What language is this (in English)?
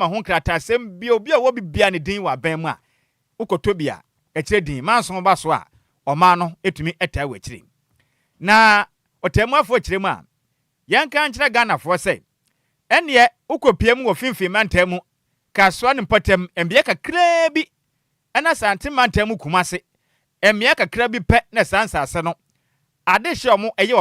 Akan